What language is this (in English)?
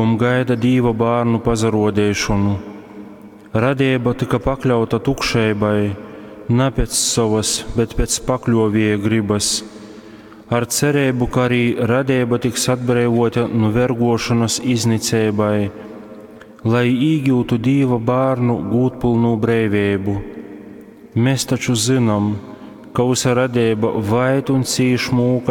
Latgalian